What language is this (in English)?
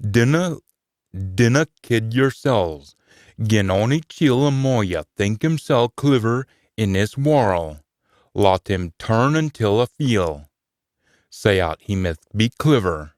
Scots